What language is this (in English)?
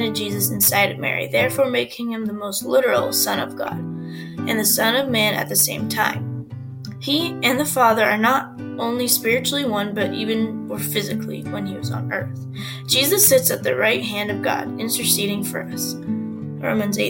English